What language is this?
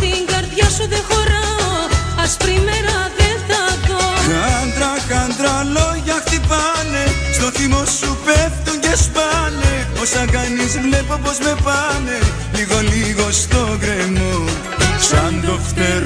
Greek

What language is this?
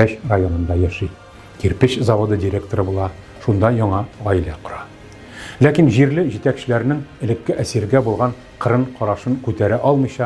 Tatar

